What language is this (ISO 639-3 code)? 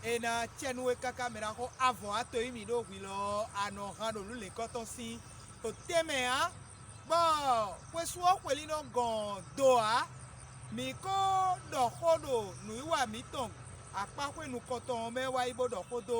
fon